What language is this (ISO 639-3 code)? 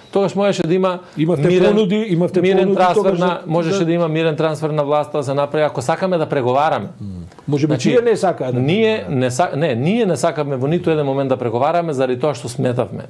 mkd